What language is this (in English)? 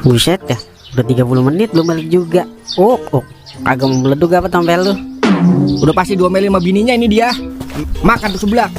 Betawi